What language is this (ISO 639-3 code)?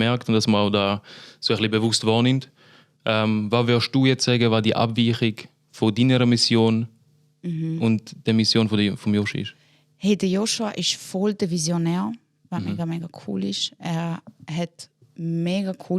gsw